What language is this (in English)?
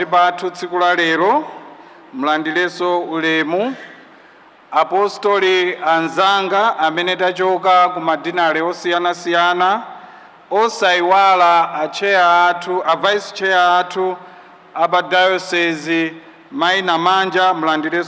Nyanja